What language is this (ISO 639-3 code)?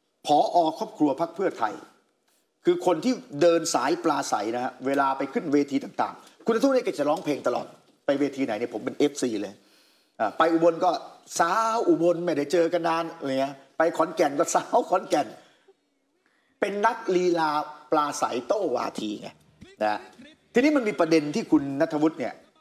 tha